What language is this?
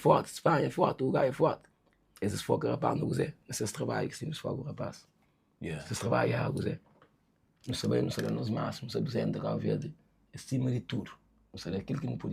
Kabuverdianu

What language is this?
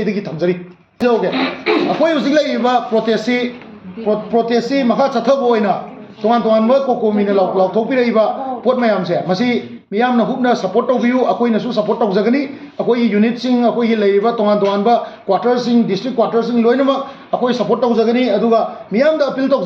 Manipuri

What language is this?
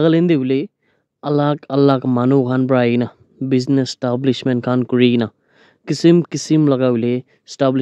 Naga Pidgin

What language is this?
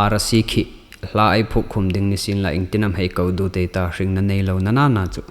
Hmar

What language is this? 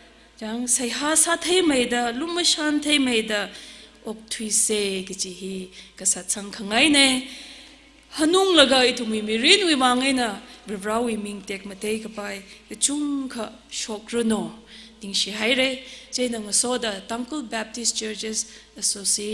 Tangkhul Naga (India)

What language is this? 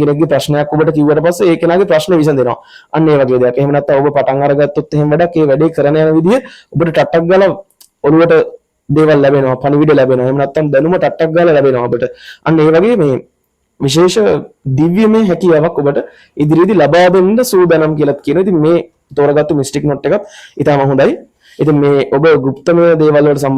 Sinhala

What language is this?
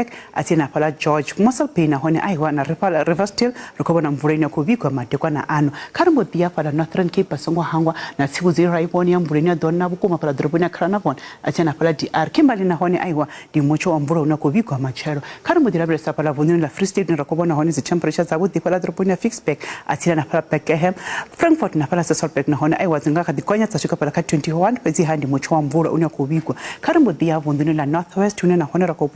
Venda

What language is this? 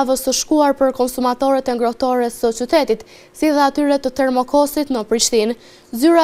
Albanian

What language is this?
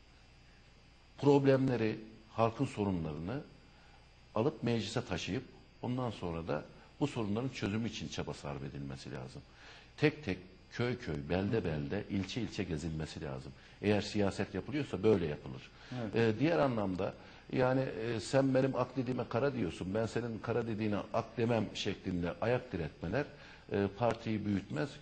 Turkish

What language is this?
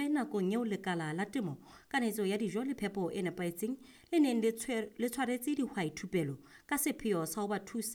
Southern Sotho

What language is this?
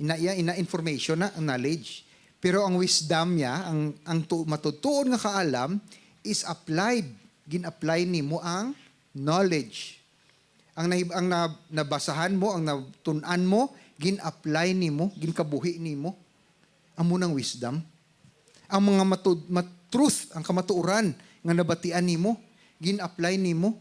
Hiligaynon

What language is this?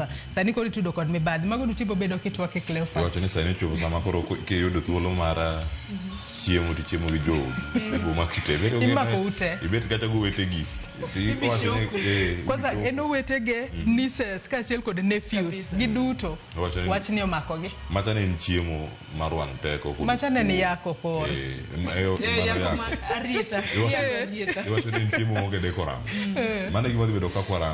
Luo (Kenya and Tanzania)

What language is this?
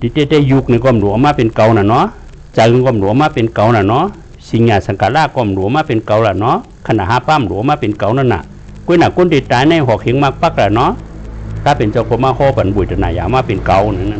Shan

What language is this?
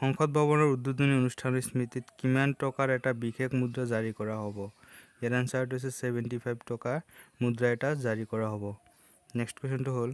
Assamese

